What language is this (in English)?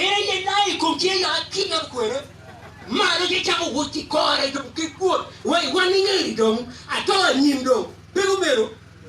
Acoli